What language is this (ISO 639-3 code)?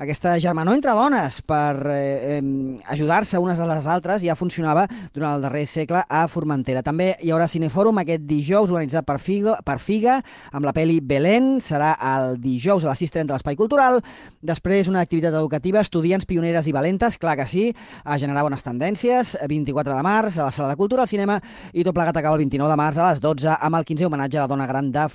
cat